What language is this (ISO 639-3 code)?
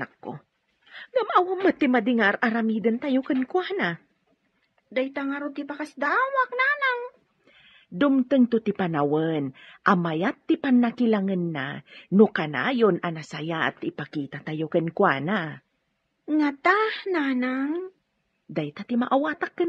ilo